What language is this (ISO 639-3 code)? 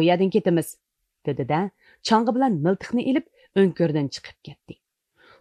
uig